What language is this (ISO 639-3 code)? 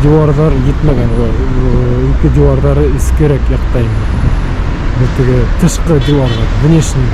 bak